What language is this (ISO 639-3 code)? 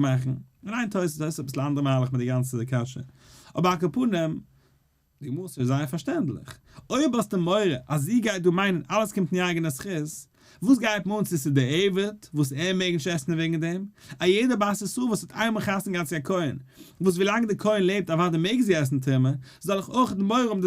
yid